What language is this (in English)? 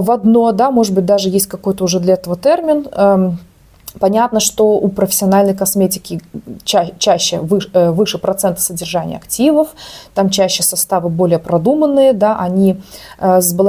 Russian